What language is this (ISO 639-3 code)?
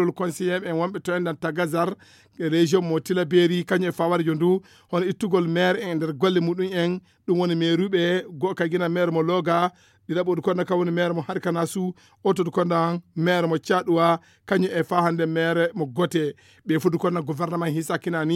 ful